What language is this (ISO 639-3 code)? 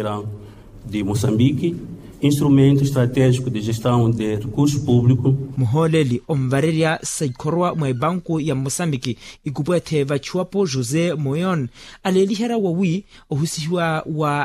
vmw